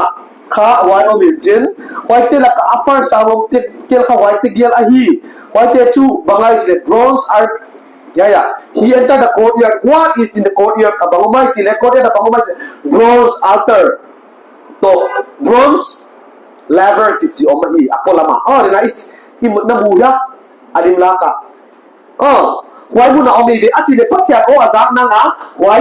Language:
Paite Chin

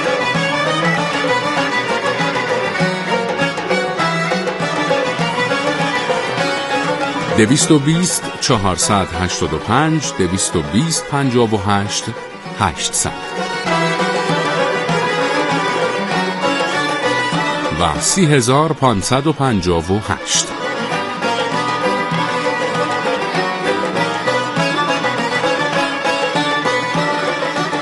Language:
Persian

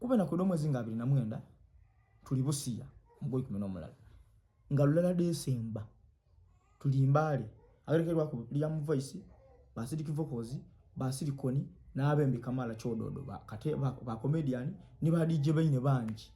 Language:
Ganda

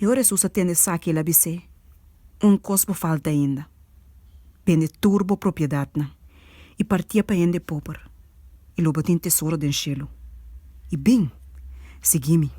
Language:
Papiamento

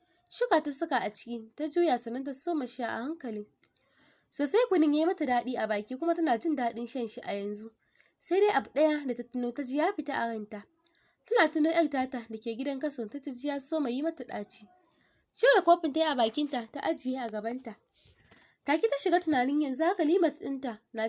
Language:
Hausa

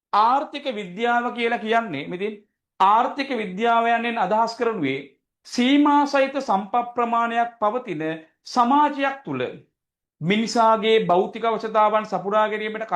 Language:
Sinhala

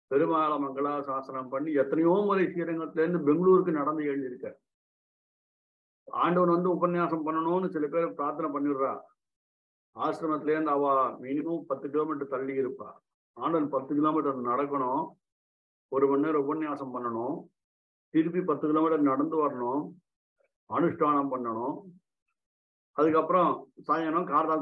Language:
Tamil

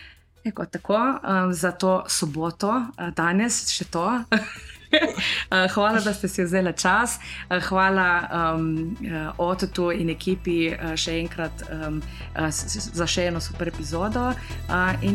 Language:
Slovenian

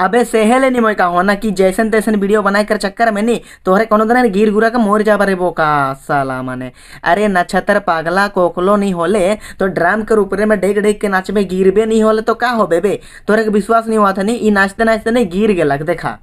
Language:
Sadri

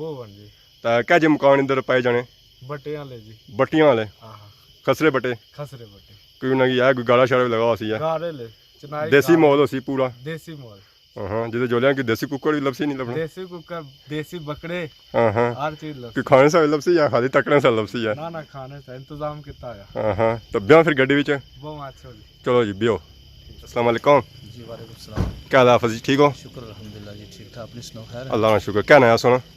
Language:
Pahari-Potwari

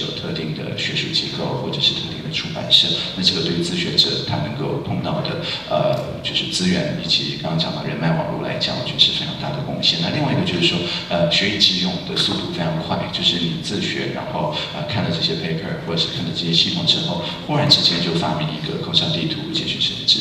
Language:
Chinese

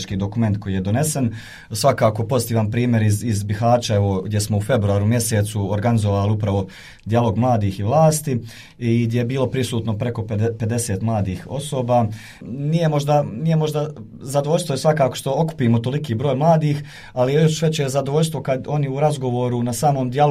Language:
Bosnian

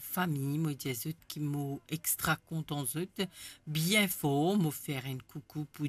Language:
Morisyen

